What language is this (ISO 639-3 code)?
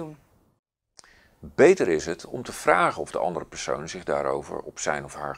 nld